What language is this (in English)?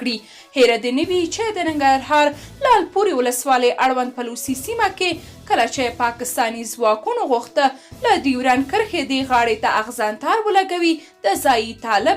Pashto